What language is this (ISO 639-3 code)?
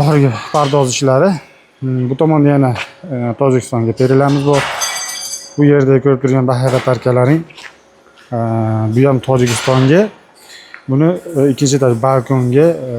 uzb